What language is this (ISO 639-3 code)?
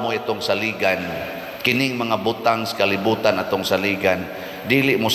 ceb